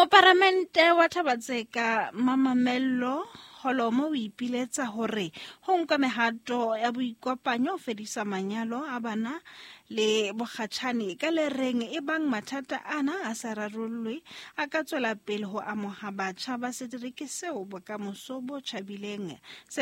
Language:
Southern Sotho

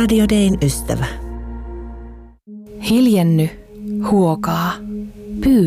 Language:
Finnish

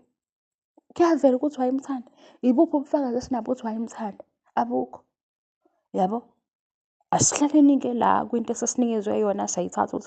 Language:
Zulu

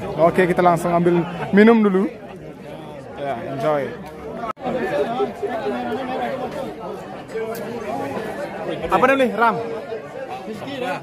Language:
Indonesian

